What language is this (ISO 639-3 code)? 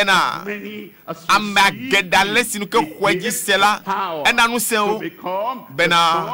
ewe